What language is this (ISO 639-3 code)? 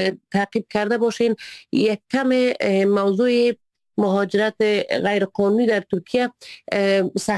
fas